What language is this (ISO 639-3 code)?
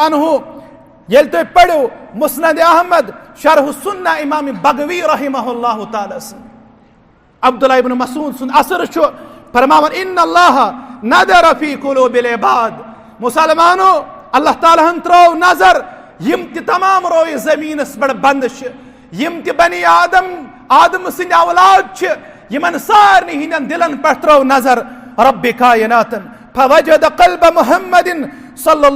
kas